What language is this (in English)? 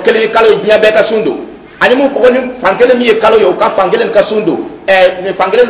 Dyula